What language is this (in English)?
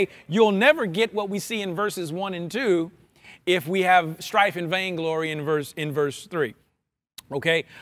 English